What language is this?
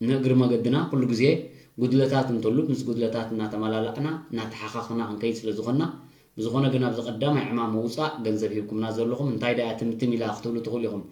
Tigrinya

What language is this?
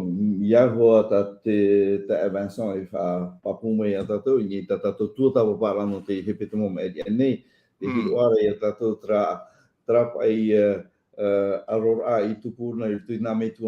Tahitian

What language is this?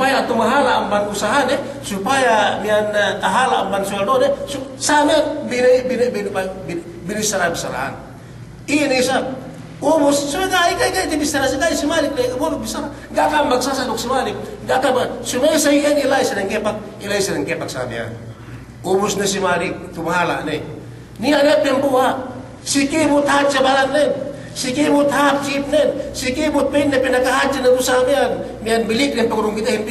Yakan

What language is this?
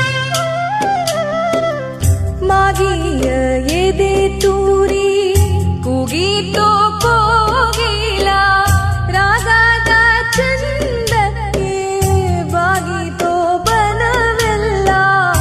Kannada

